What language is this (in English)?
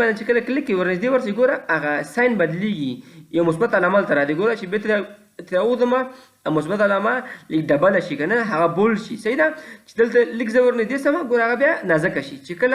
Pashto